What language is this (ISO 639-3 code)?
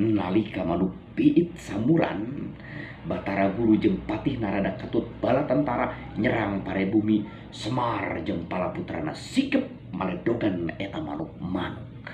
sun